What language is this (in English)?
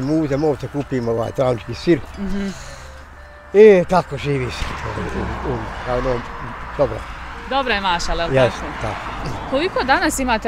Bosnian